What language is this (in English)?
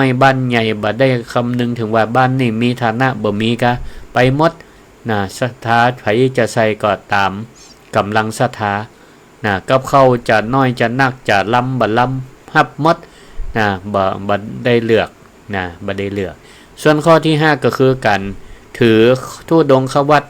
Northern Thai